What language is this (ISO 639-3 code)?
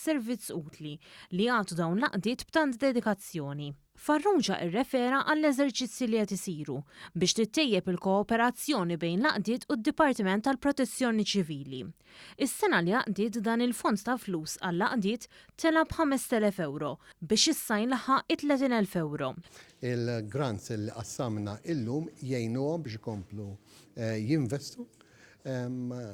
mlt